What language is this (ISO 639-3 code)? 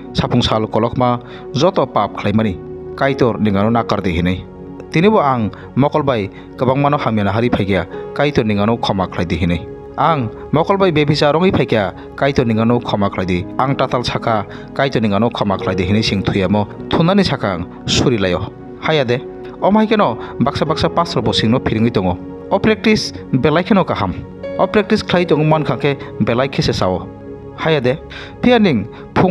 trp